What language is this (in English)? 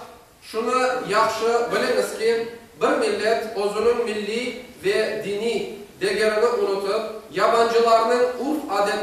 Crimean Tatar